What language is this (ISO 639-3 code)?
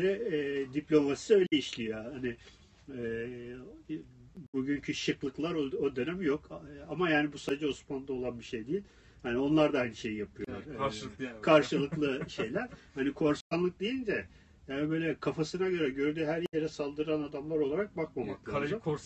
tur